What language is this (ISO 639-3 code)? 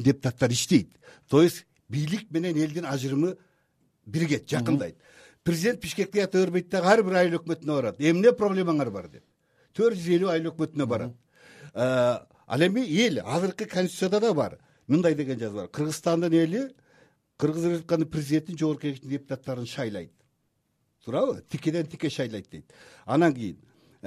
kir